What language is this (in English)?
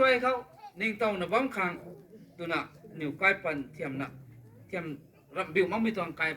Rongmei Naga